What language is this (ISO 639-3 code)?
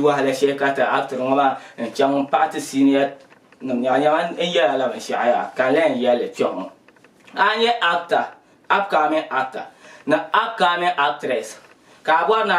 dag